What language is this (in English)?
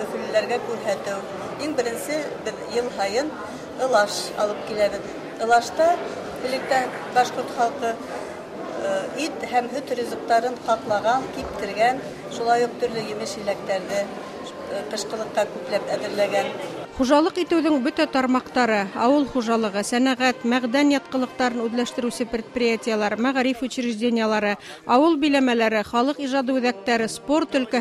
Bashkir